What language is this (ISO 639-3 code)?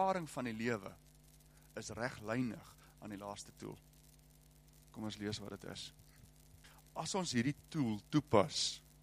afr